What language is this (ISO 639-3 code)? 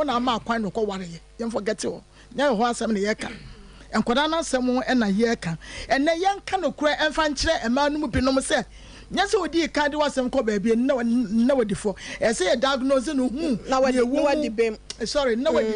aka